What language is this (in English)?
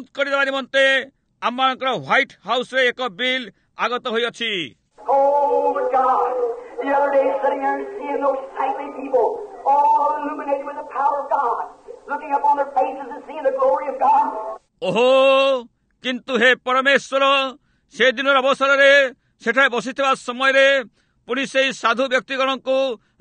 Odia